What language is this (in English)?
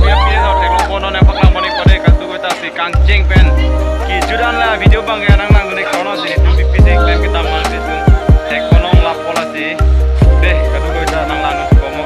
Karbi